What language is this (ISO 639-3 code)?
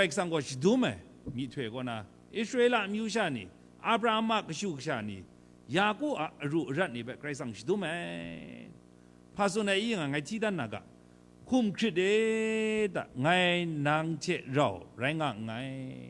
kac